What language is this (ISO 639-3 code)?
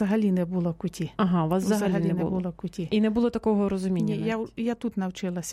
ukr